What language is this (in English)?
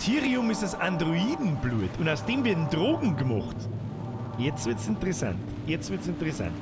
Bavarian